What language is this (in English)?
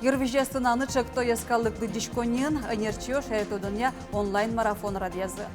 Udmurt